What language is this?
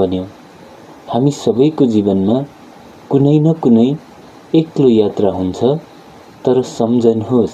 Nepali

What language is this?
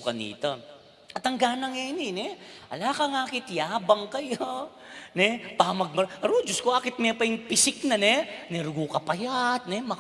Pampanga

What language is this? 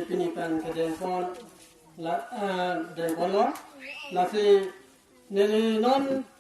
Karbi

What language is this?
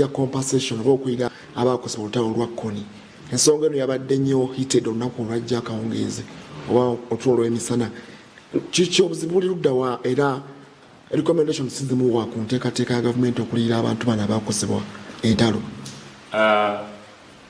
Ganda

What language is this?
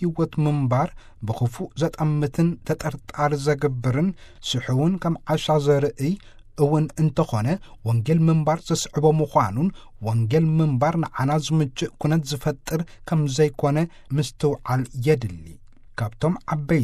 Tigrinya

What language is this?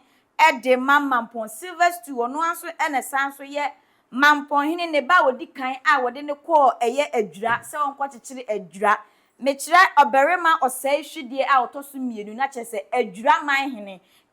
Akan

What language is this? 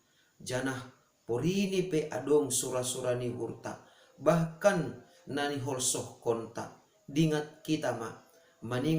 Batak Simalungun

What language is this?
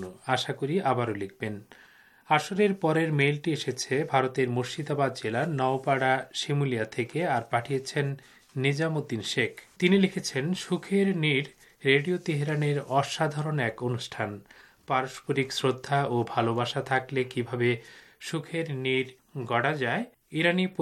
Bangla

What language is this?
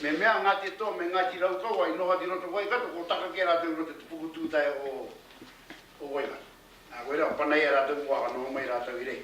Māori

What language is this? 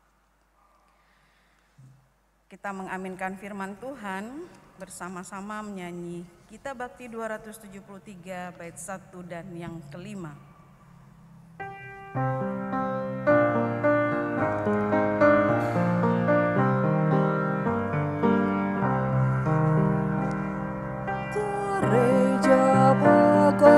Indonesian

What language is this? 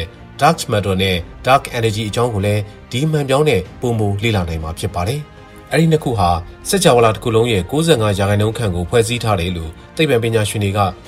Burmese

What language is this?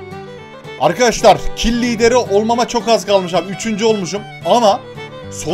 Turkish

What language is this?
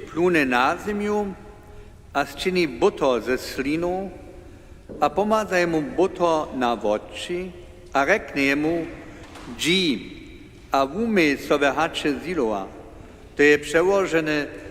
Upper Sorbian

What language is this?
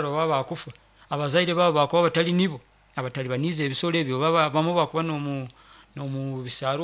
Nyoro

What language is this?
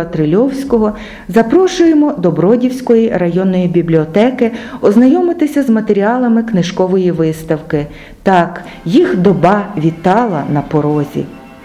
Ukrainian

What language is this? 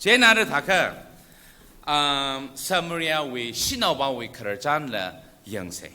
Tangkhul Naga (India)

